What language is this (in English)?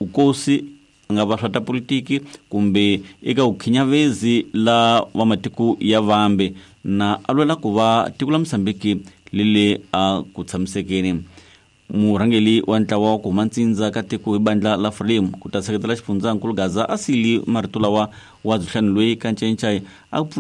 Tsonga